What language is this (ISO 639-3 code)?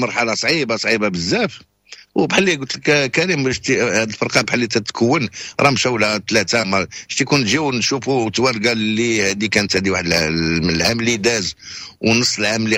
ary